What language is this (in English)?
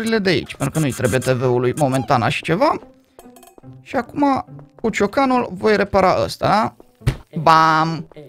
Romanian